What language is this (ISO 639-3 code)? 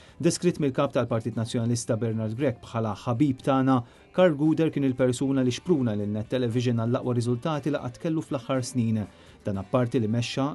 mlt